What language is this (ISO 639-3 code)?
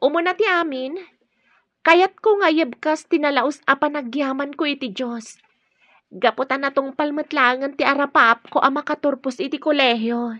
ilo